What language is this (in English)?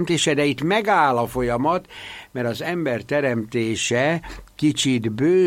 Hungarian